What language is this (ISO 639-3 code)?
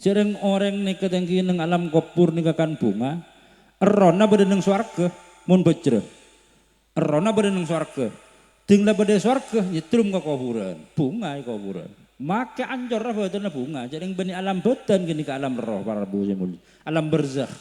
mad